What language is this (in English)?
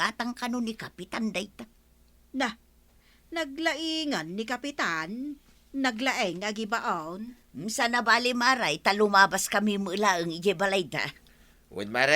Iloko